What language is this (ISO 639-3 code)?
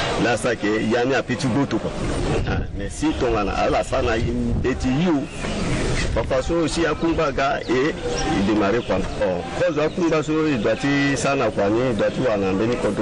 sag